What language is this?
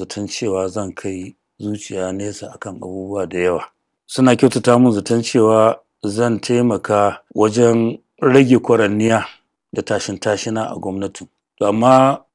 Hausa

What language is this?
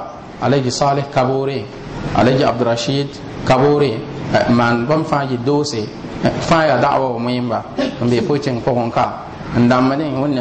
Mossi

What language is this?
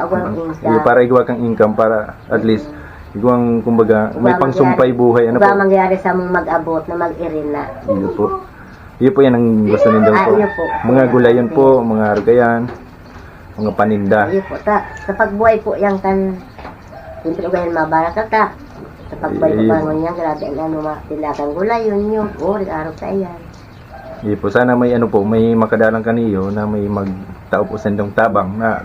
Bikol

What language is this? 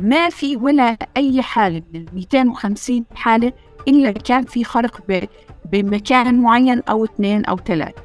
North Levantine Arabic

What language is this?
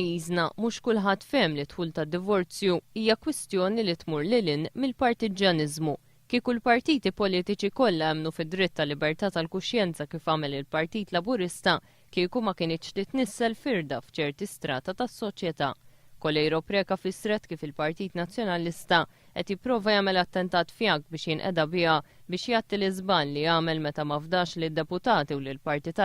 Maltese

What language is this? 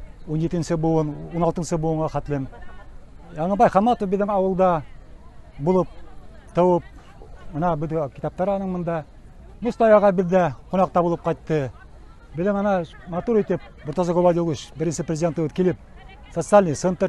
Bashkir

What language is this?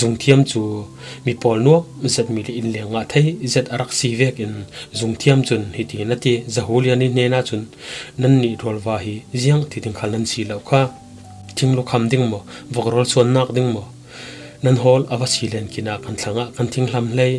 Falam Chin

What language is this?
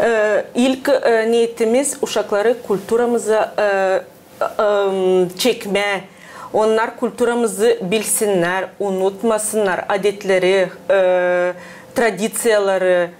Gagauz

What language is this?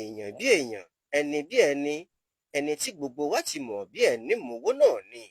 Yoruba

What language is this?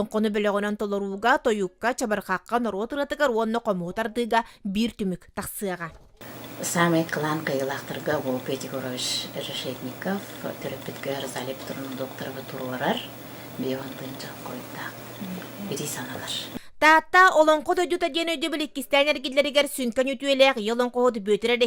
Yakut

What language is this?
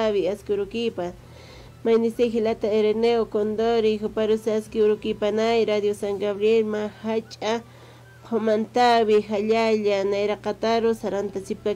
Aymara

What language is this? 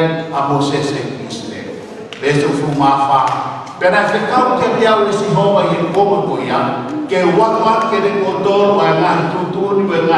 Tongan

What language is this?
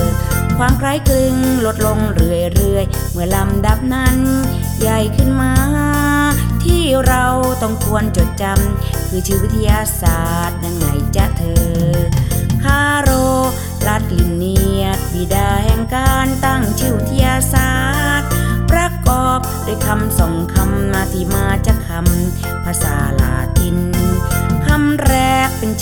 Thai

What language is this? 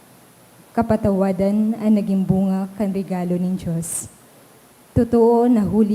Bikol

